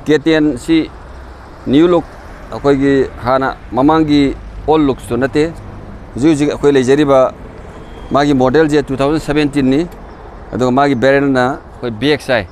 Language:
Manipuri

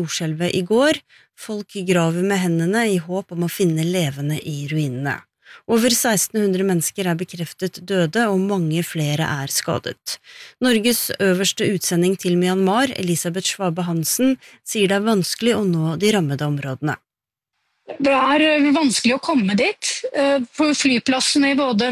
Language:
Norwegian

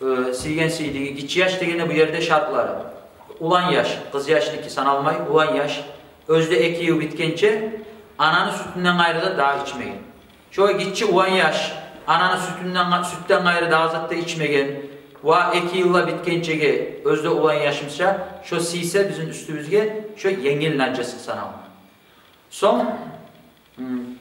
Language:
Kumyk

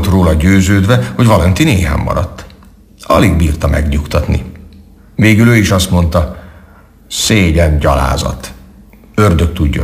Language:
Hungarian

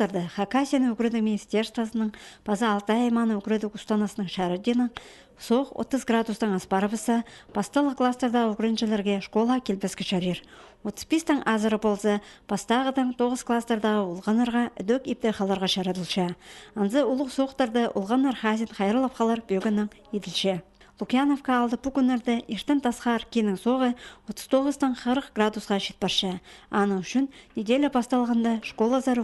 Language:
Khakas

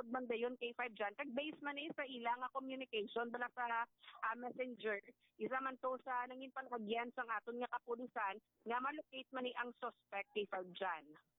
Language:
Hiligaynon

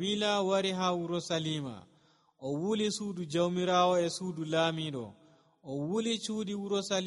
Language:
Nigerian Fulfulde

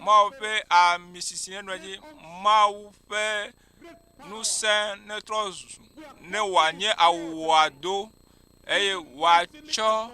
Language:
Ewe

